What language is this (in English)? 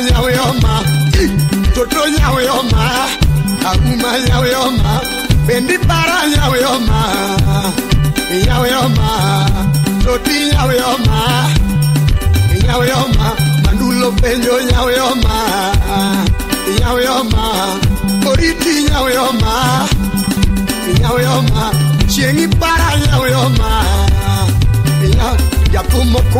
Luo (Kenya and Tanzania)